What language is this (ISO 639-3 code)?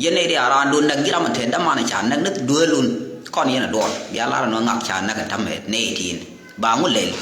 nus